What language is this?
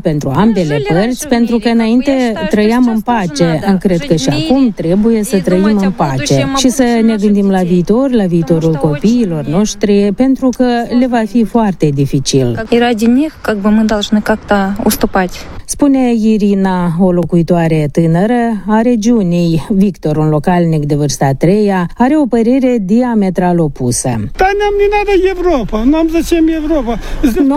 Romanian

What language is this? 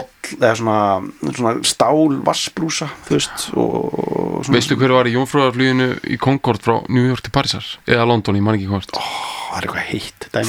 Icelandic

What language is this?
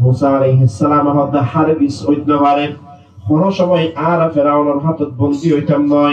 Rohingya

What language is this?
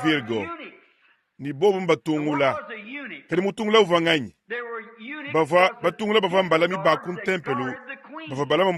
Luba-Lulua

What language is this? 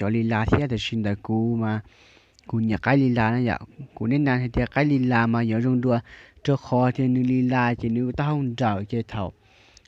Hmong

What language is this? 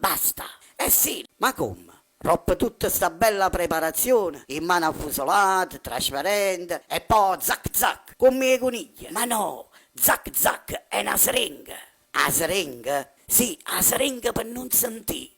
Neapolitan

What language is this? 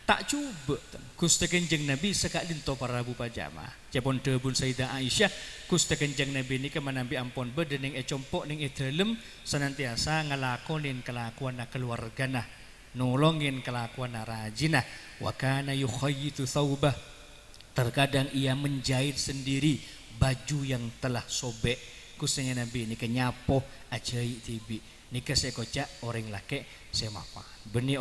Madurese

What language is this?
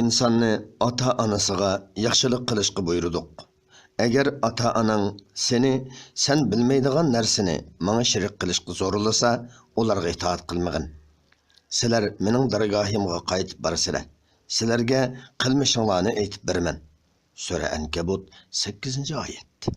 Uyghur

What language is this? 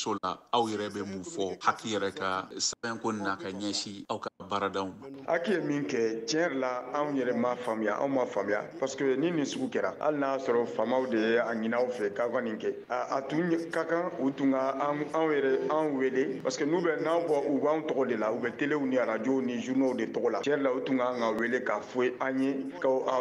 Bambara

